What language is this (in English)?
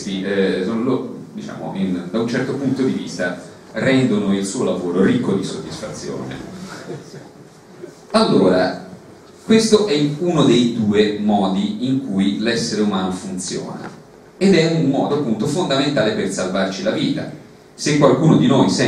Italian